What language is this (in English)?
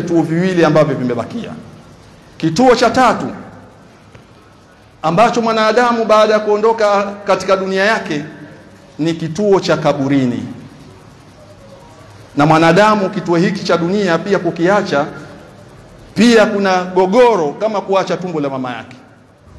Swahili